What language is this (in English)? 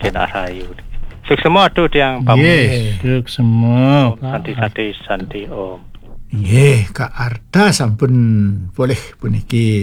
Balinese